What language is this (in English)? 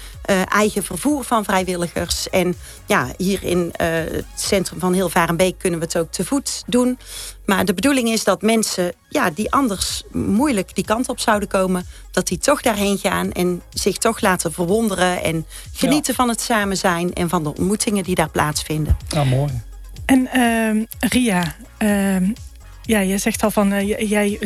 Dutch